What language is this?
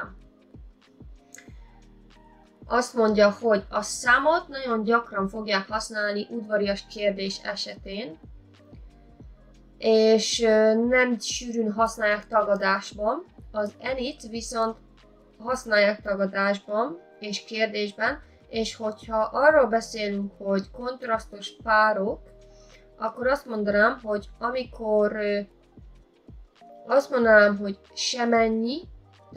Hungarian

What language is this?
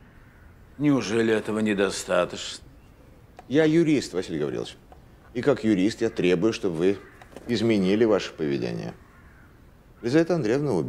Russian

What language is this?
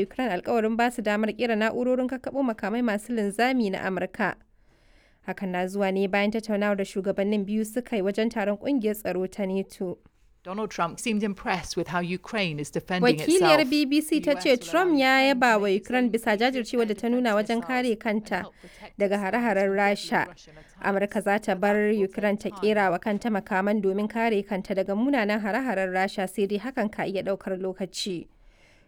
Hausa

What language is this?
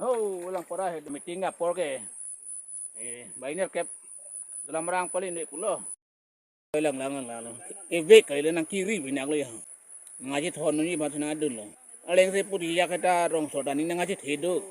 Karbi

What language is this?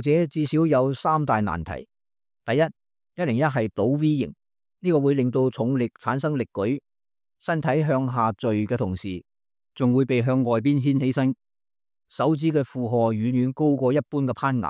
Cantonese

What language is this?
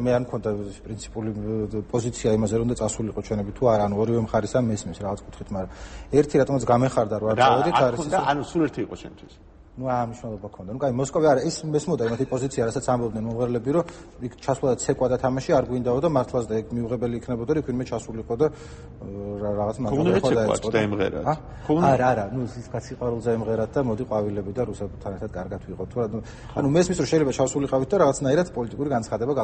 Georgian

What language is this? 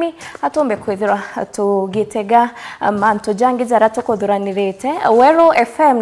Meru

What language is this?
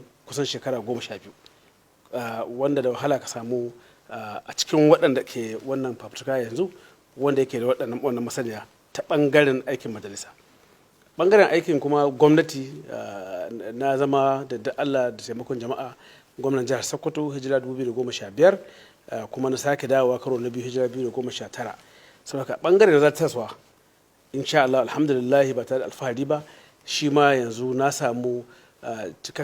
Hausa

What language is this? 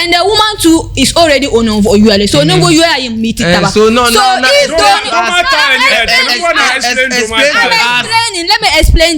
Dagbani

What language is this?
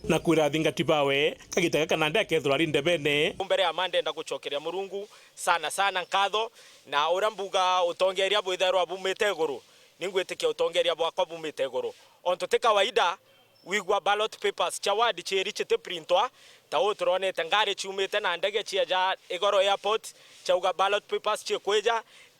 Meru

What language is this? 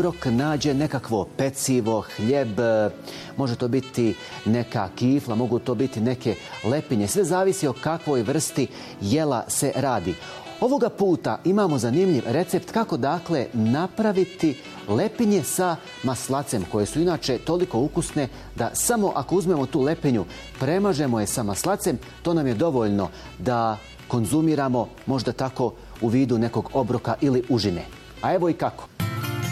Bosnian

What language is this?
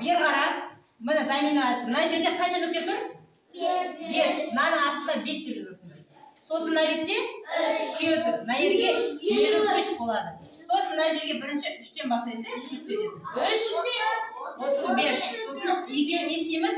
Kazakh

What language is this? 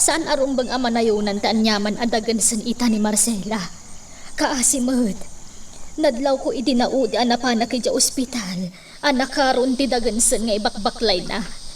Iloko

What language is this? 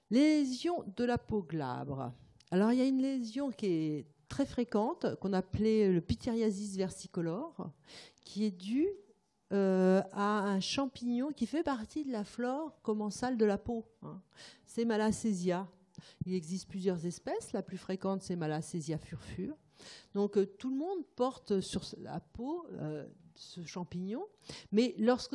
French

